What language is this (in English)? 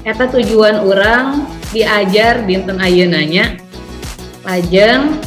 Sundanese